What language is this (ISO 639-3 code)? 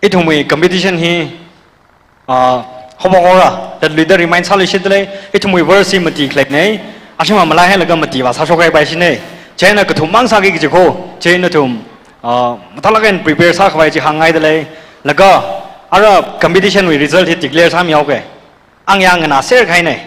nmf